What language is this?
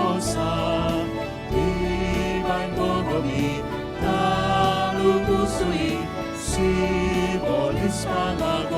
Batak Toba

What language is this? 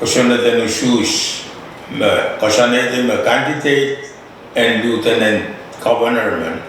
Pohnpeian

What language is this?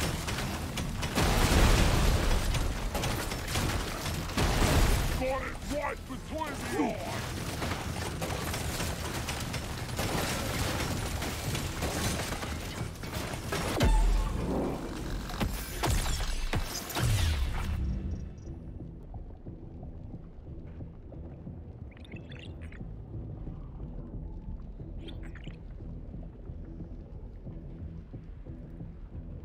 English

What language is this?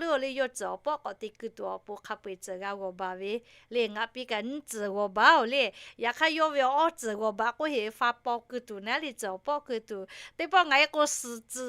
Lahu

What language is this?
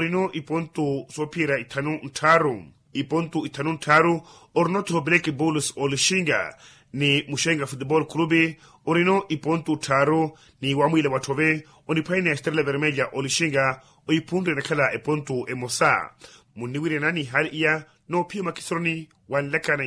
Makhuwa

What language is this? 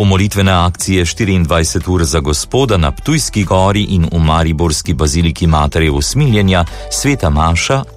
Slovenian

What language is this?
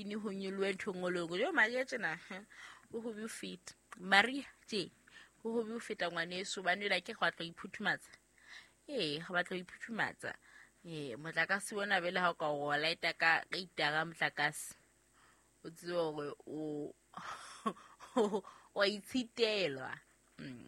Southern Sotho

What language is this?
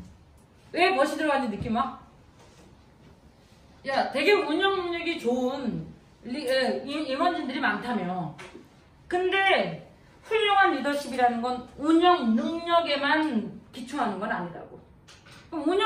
Korean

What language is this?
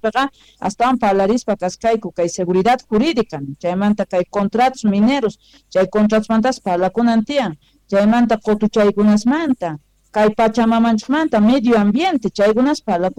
Quechua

